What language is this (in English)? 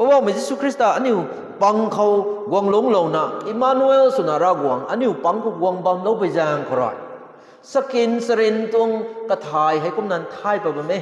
Rongmei Naga